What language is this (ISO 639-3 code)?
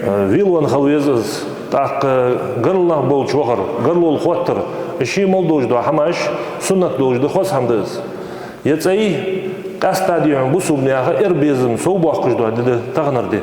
inh